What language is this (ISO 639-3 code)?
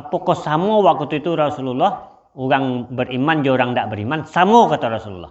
min